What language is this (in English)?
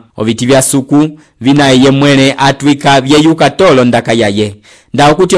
Umbundu